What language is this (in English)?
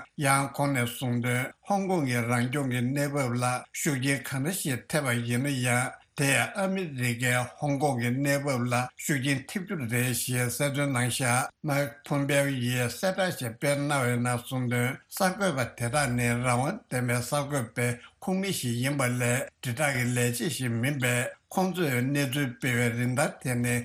Tibetan